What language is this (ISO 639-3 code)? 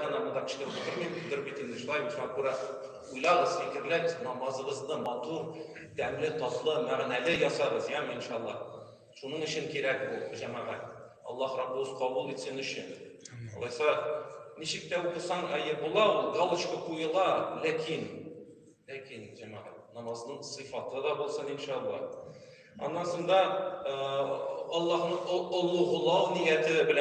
tat